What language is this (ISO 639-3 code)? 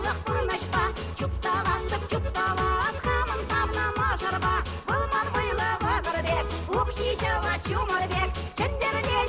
chv